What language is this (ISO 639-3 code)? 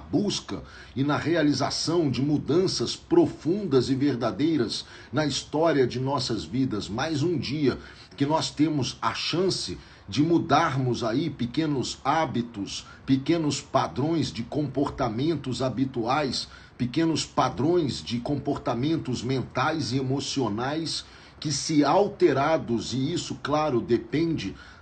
por